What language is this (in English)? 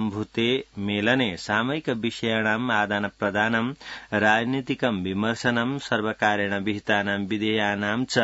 Sanskrit